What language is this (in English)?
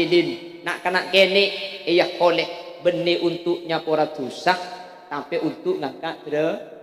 Madurese